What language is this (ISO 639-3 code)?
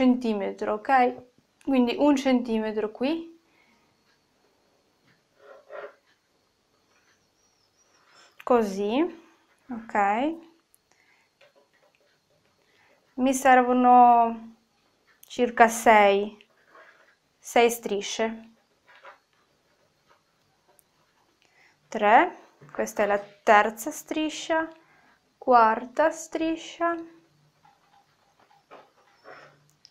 ita